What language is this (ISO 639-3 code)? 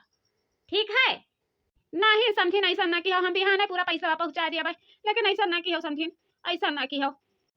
awa